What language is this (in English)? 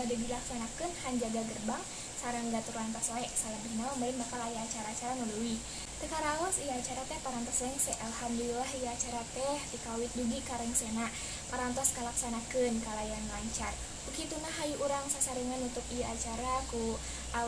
Sundanese